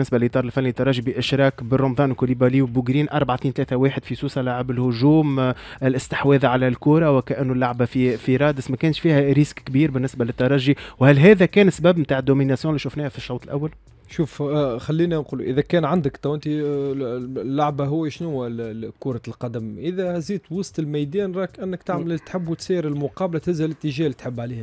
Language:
Tunisian Arabic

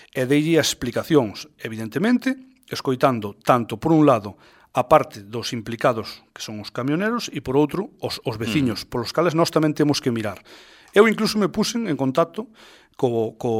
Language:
Galician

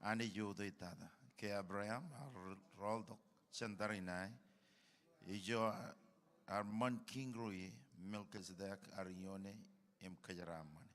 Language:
Marshallese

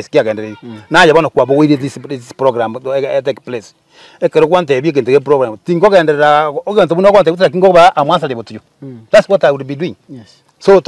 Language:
Gusii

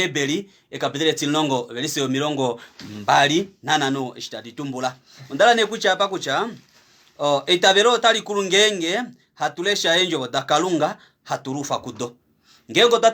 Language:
Kuanyama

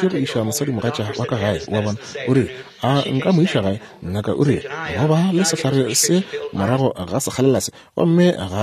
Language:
Northern Sotho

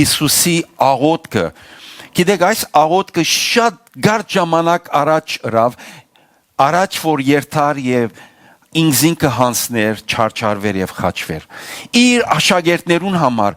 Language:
Western Armenian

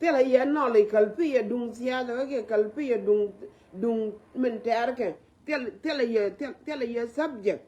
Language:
Nuer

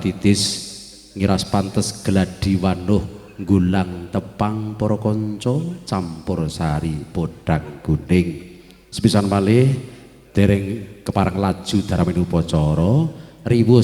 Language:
Javanese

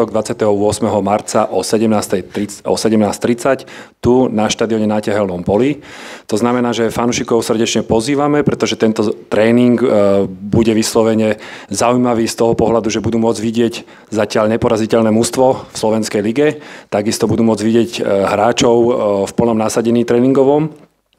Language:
Slovak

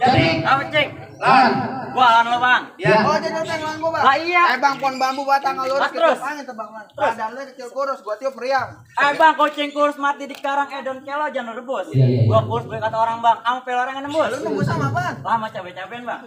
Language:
Betawi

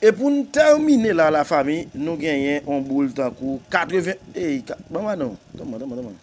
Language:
Haitian Creole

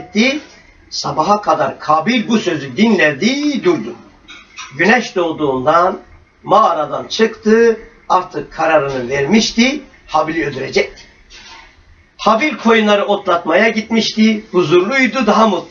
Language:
Turkish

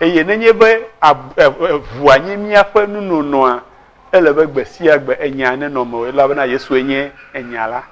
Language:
Ewe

